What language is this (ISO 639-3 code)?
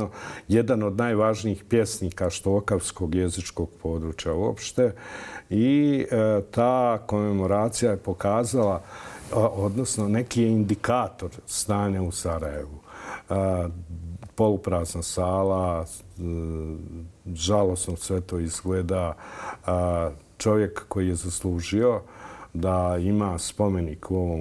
bos